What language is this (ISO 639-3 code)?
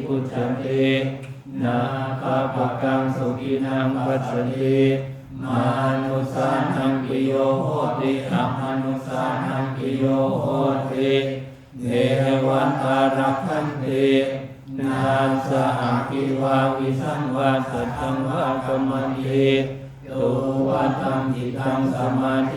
pli